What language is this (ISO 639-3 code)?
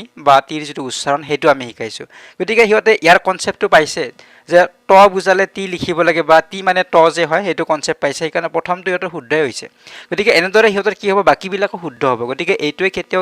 asm